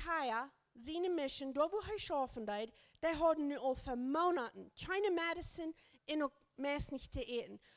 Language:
Plautdietsch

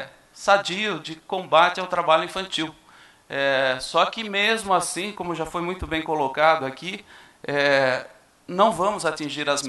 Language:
Portuguese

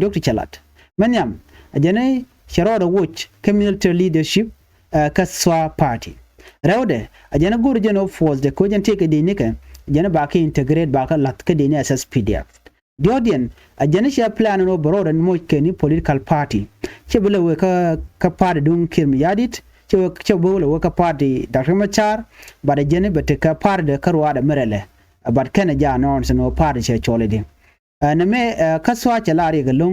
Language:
Nuer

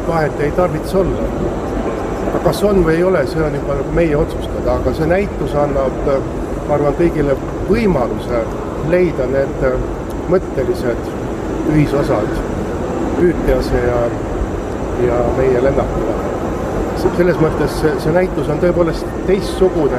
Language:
Estonian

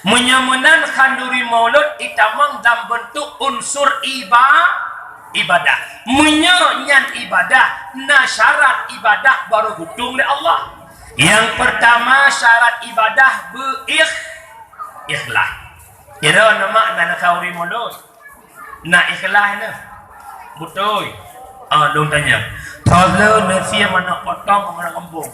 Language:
Achinese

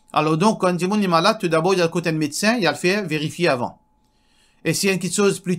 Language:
Morisyen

